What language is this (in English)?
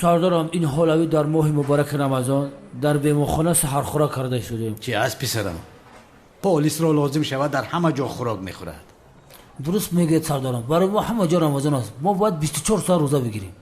Tajik